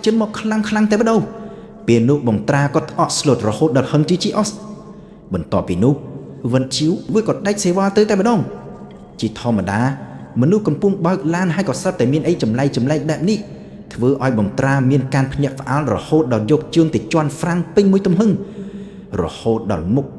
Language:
Khmer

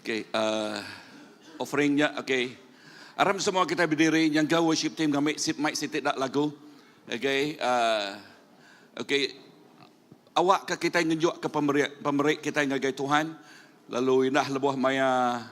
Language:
Iban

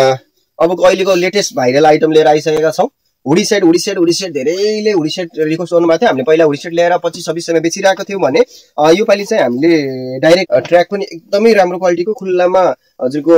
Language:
Nepali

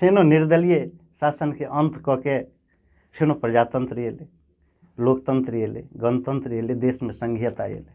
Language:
Maithili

